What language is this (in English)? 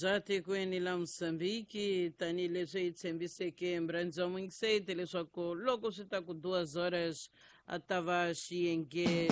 Tsonga